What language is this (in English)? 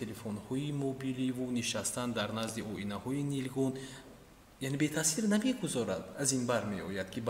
Tajik